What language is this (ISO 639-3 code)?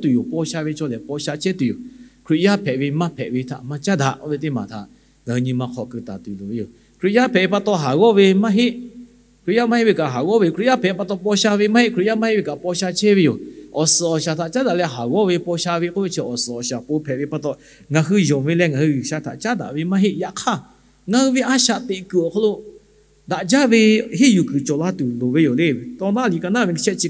lhu